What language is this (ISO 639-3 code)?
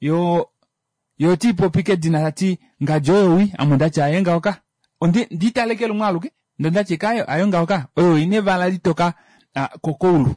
kua